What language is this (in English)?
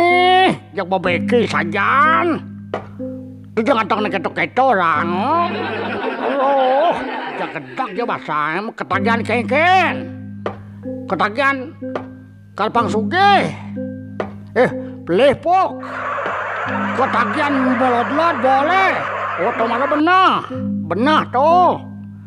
Balinese